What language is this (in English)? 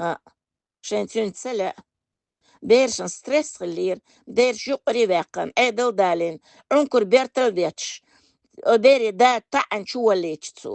Chechen